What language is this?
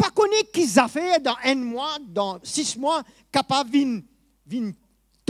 Morisyen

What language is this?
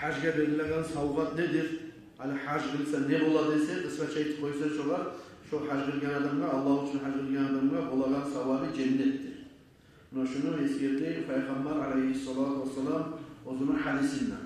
Kumyk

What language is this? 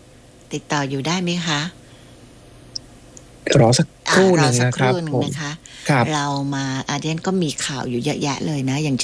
Thai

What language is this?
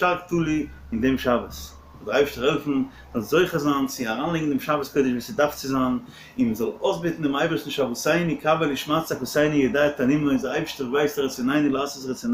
Yiddish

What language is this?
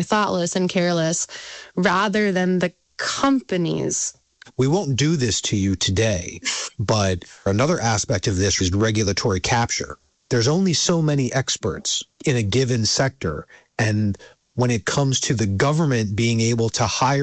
English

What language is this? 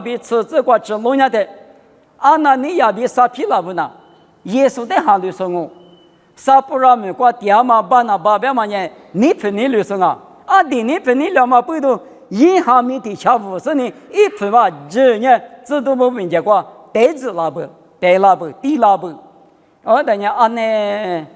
Lisu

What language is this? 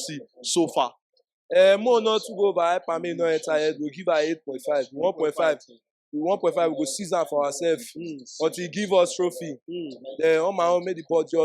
Nigerian Pidgin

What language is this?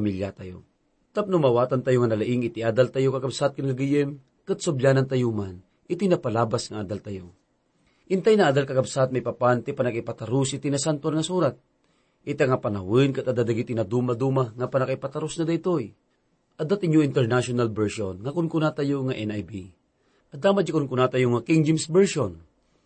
Iloko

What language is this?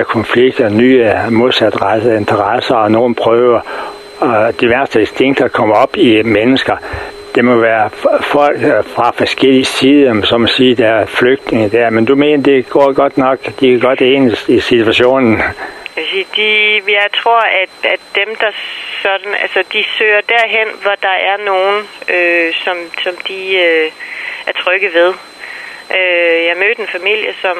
Danish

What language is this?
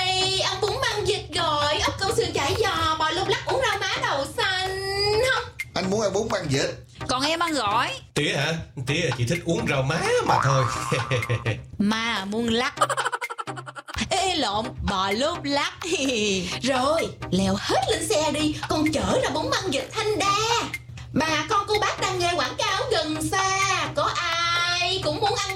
Vietnamese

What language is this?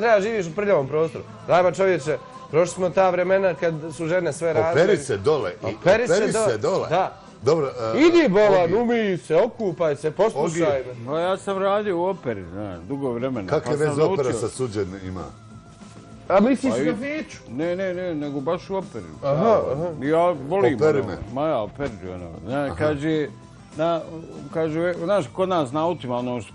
Bosnian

